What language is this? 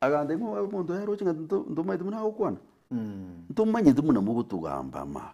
Gusii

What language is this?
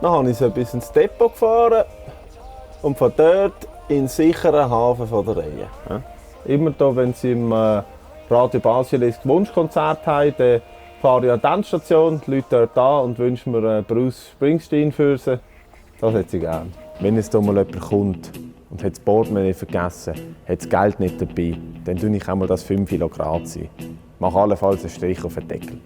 Swiss German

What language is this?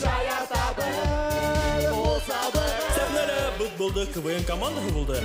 Bashkir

